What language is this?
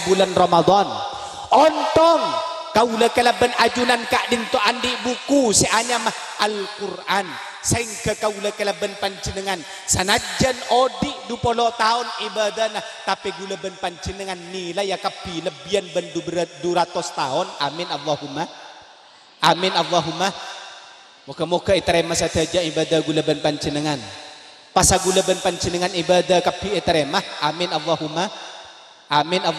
Madurese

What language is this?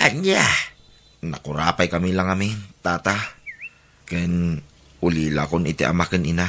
Iloko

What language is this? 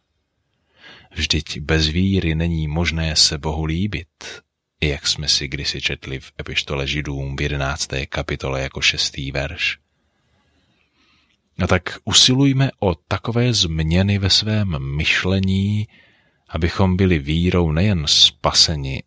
Czech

